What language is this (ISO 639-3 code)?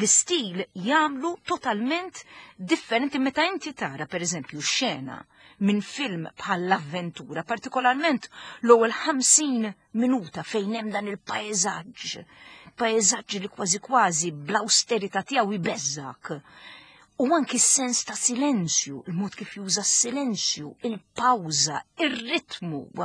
mlt